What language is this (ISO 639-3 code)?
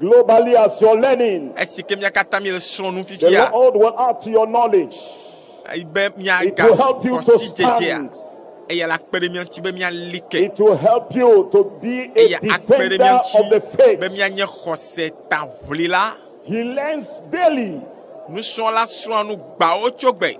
ewe